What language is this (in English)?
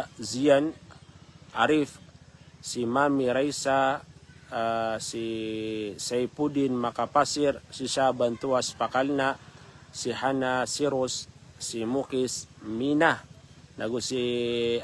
Maranao